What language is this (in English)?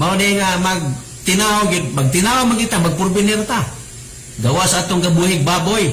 Cebuano